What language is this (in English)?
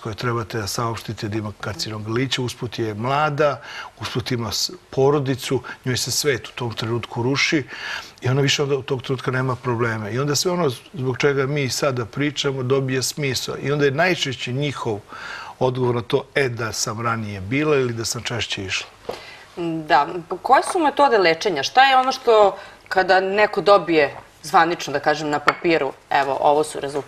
Serbian